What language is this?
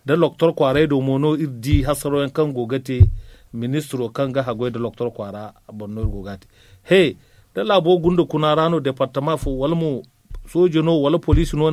Zarma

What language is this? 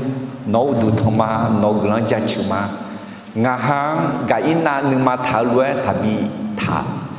Akha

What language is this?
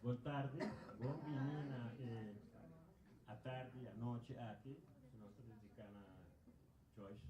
Papiamento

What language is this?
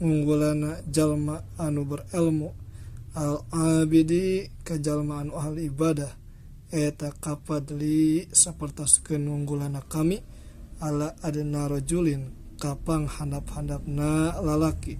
Sundanese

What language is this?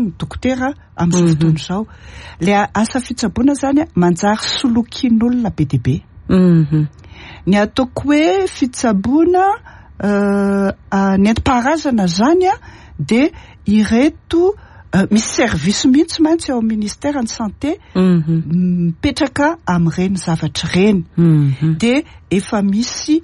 Malagasy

